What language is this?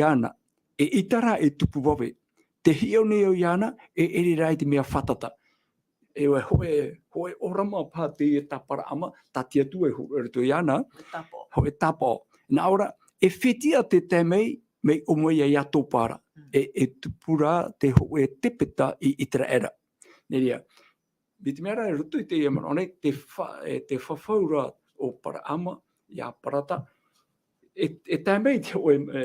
Tahitian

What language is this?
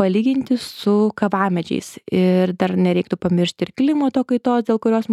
Lithuanian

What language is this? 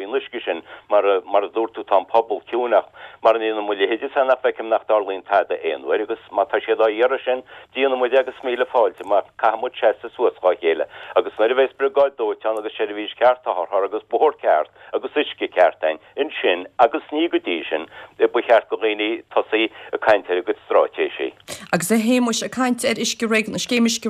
Irish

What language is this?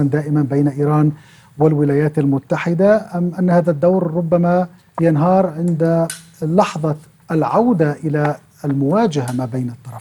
Arabic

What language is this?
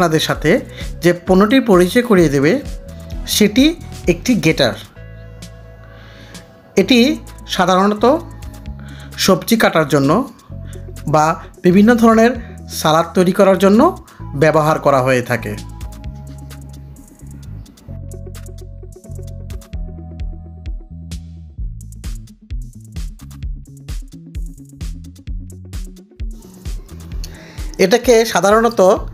Bangla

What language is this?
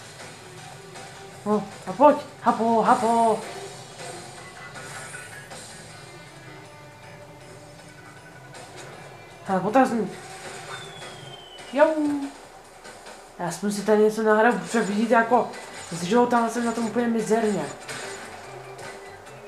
Czech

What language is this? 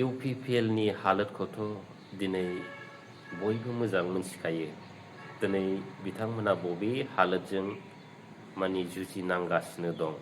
Bodo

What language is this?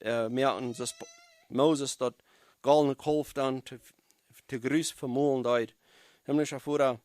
Plautdietsch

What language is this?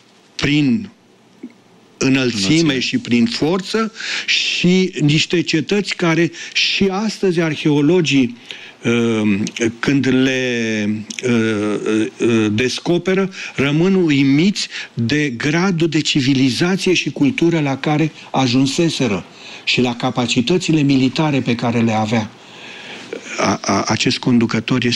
Romanian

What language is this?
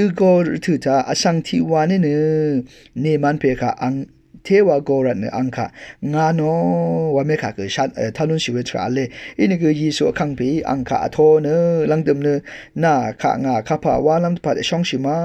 Rawang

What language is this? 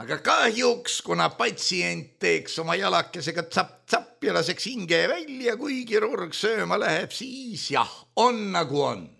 Estonian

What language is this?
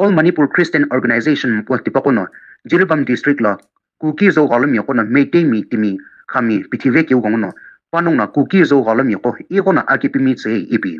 Sumi Naga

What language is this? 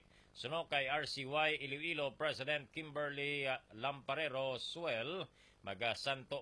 Hiligaynon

